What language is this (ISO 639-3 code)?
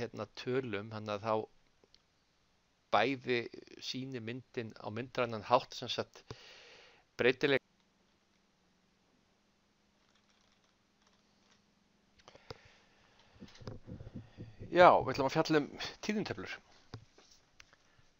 isl